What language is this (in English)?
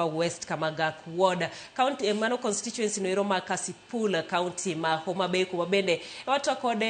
Luo (Kenya and Tanzania)